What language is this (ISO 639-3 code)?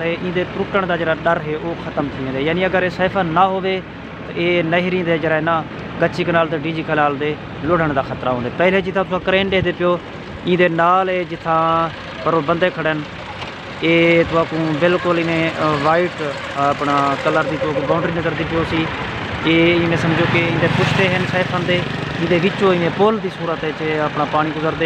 skr